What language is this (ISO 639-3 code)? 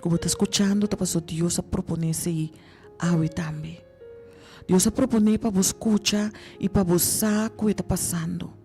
pap